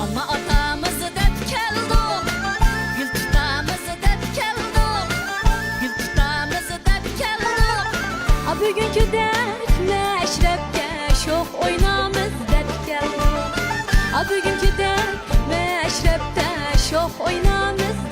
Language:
Uyghur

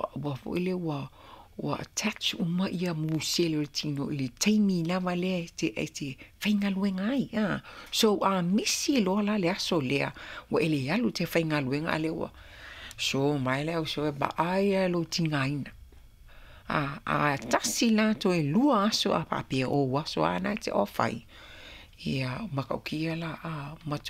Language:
Samoan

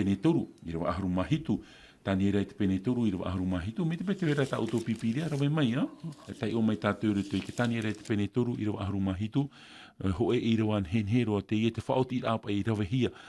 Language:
Tahitian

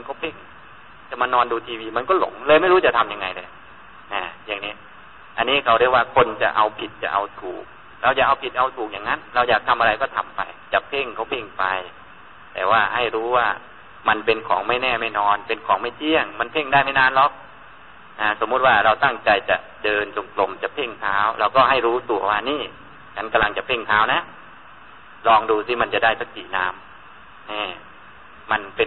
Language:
Thai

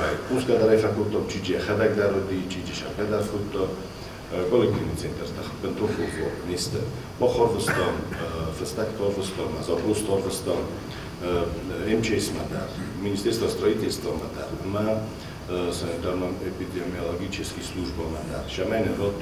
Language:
Ossetic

